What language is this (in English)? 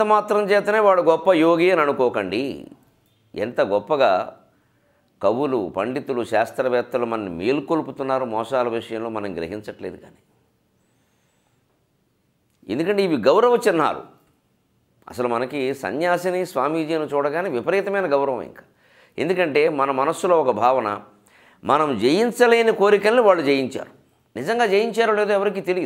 Telugu